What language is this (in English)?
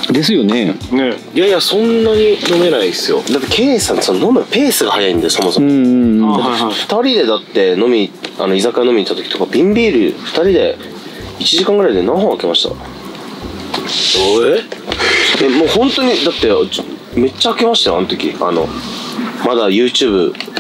Japanese